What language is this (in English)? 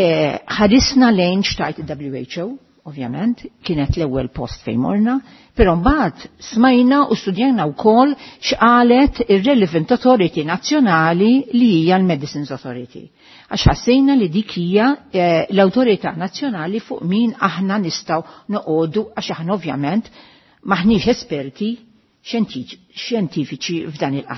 Maltese